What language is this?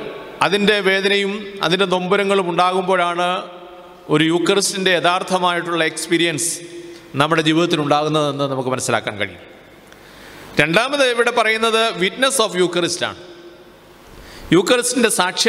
Malayalam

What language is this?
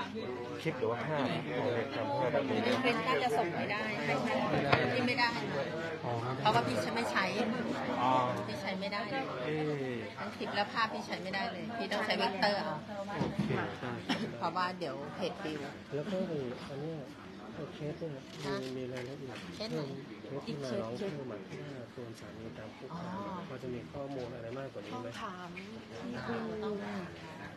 Thai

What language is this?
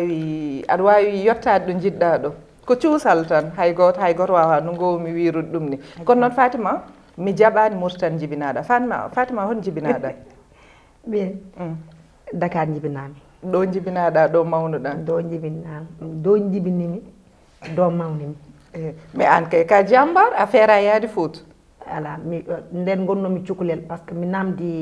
Fula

